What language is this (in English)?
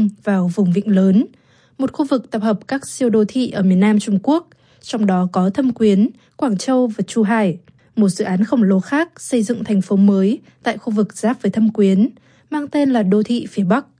Vietnamese